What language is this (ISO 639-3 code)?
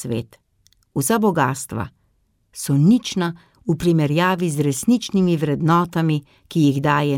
slv